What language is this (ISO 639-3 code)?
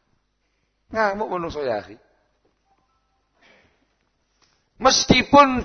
ind